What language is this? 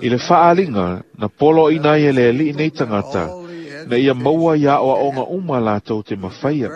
Samoan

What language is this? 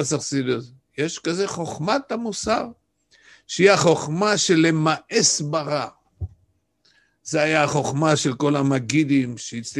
Hebrew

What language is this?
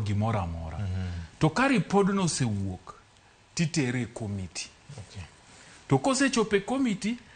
Luo (Kenya and Tanzania)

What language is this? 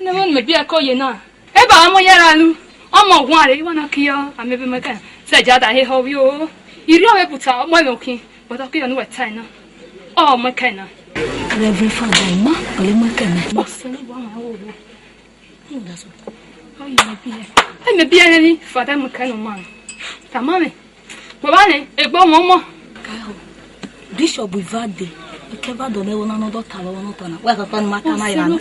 Esan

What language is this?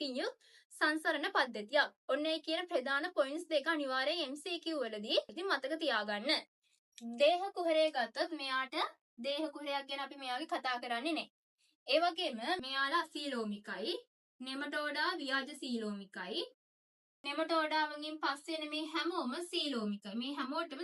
Sinhala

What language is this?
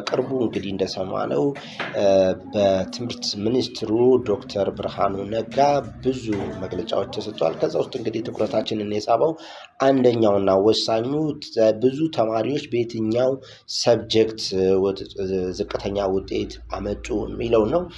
Amharic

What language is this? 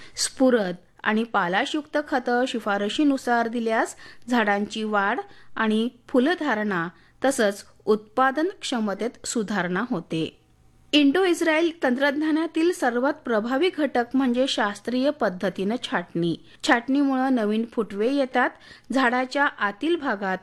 Marathi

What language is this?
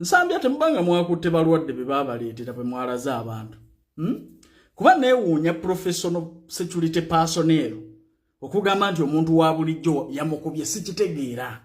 Ganda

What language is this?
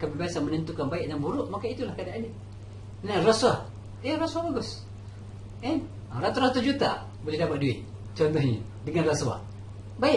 Malay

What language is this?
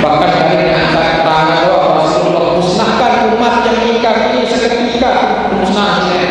Sasak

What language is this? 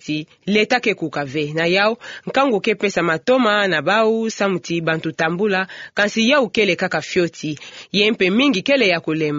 Kituba (Democratic Republic of Congo)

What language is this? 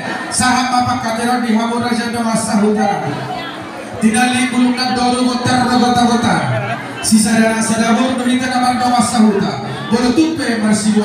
Batak Toba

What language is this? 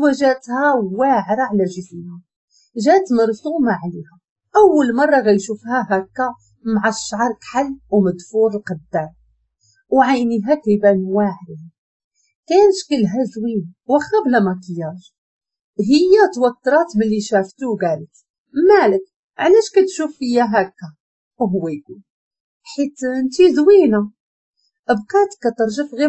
Moroccan Arabic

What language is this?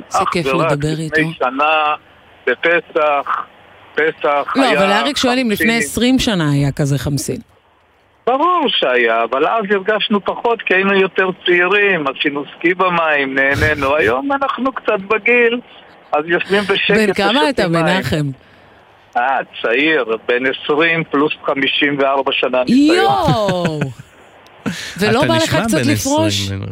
Hebrew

